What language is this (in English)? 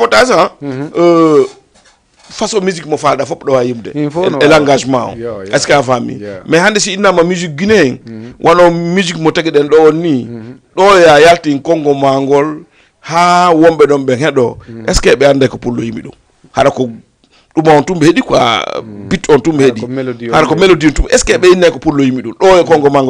Fula